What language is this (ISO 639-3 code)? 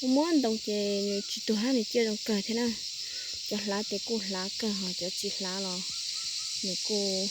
hmn